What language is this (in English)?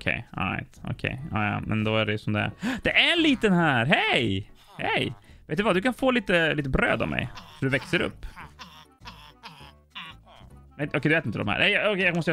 Swedish